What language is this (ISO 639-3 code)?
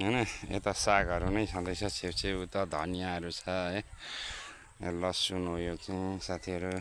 nep